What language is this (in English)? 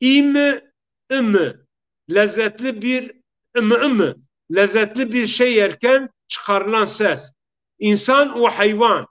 Zaza